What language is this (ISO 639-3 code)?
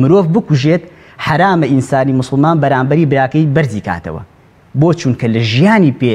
ckb